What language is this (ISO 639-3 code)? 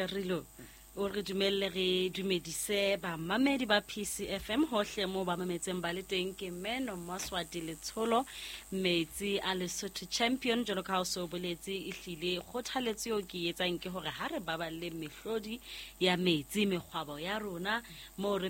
sot